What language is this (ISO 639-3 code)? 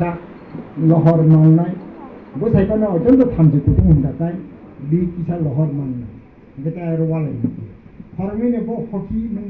trp